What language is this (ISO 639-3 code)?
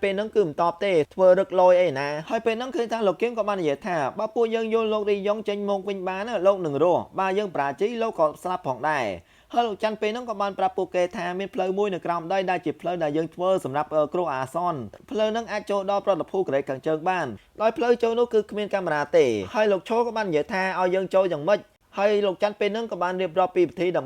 khm